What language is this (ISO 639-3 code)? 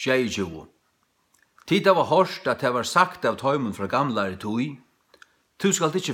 fao